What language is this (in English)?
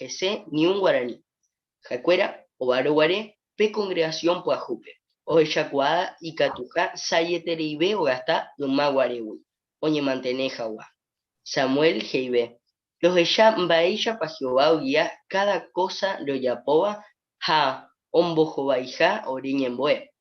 Guarani